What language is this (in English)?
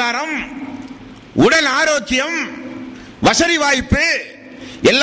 Tamil